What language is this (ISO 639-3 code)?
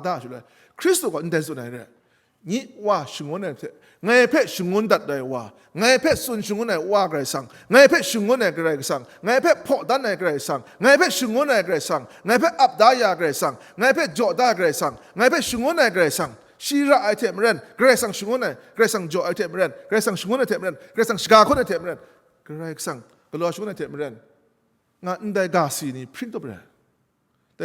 kac